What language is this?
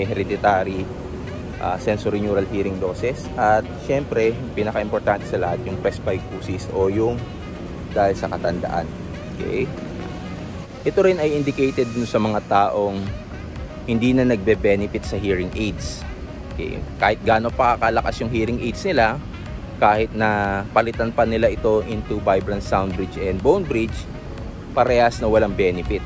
Filipino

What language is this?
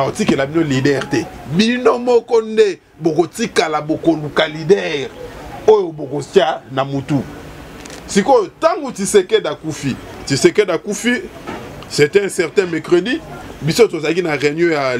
Lingala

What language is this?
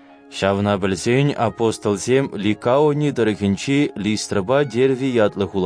Chuvash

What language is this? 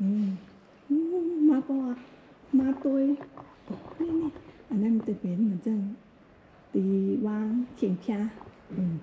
Shan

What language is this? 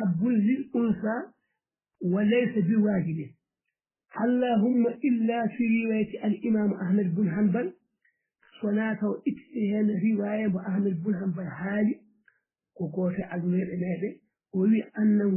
Fula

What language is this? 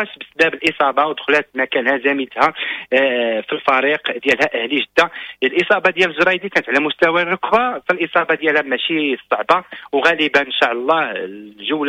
Moroccan Arabic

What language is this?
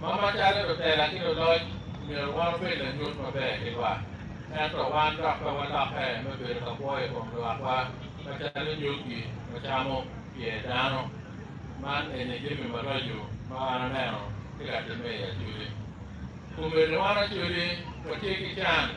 Acoli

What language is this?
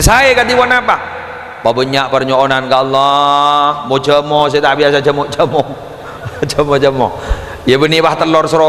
Madurese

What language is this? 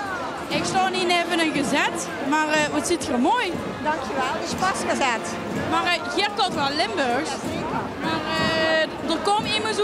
Limburgish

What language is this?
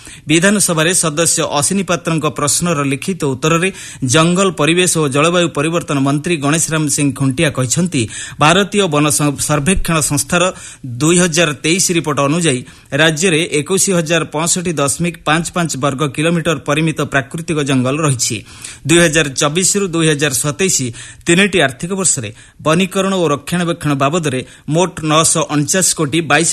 Odia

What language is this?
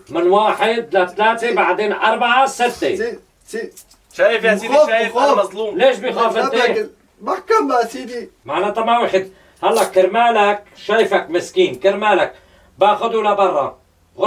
North Levantine Arabic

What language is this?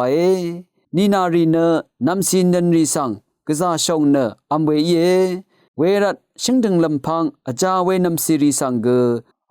Rawang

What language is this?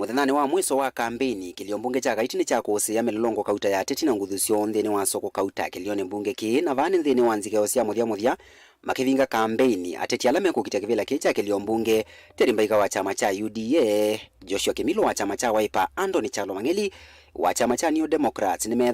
Kamba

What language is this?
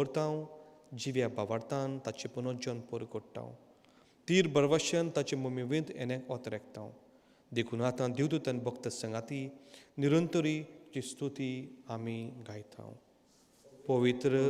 Konkani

